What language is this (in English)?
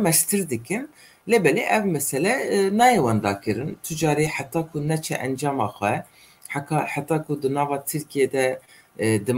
Kurdish